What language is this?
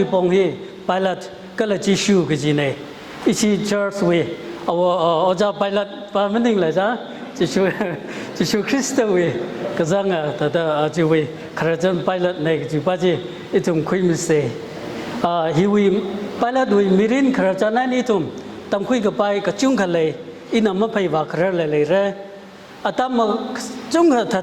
Tangkhul Naga (India)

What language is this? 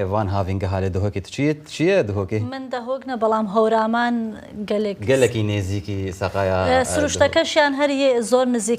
Kurdish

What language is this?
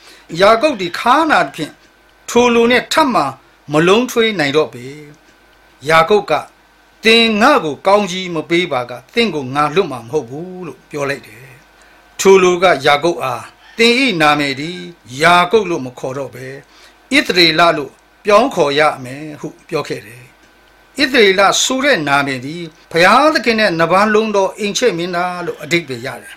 Burmese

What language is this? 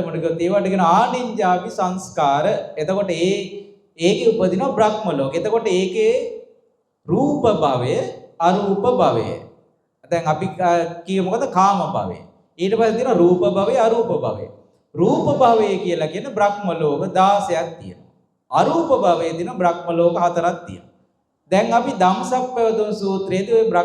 Sinhala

